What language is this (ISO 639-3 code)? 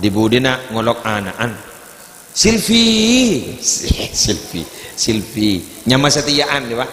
mad